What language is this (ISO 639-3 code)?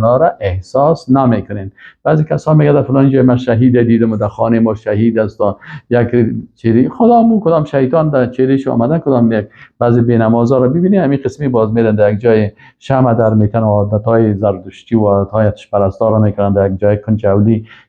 fas